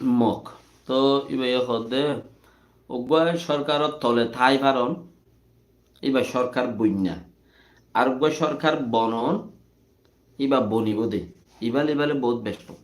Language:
Rohingya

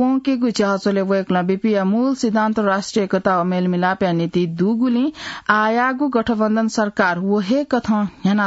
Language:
Newari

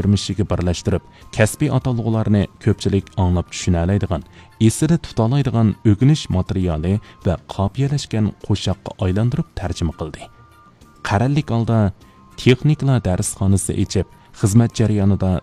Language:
Uyghur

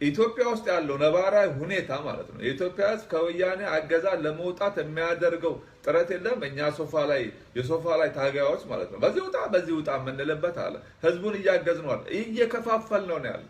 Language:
Amharic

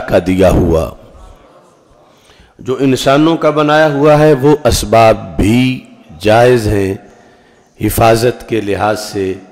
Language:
Urdu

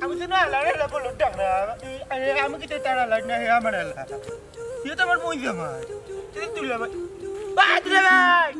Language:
Sylheti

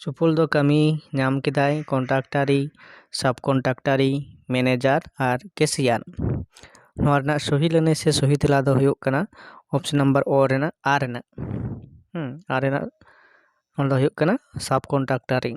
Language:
Santali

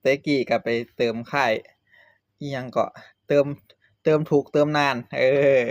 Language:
Northeastern Thai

